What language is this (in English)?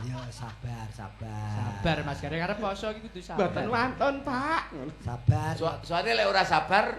Javanese